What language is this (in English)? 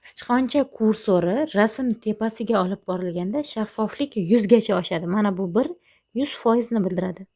Uzbek